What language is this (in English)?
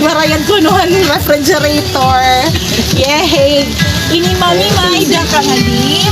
Waray